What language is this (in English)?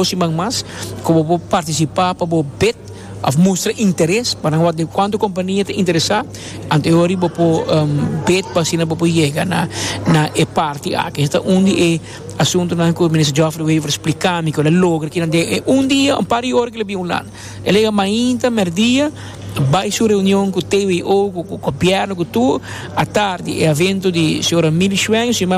Papiamento